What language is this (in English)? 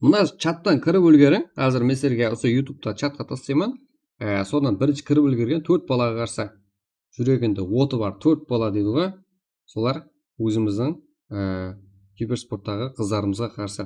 Kara-Kalpak